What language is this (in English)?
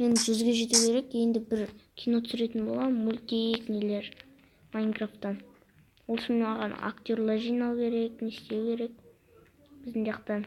Kazakh